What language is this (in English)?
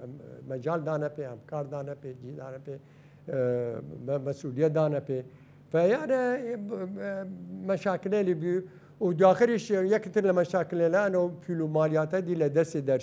Southern Kurdish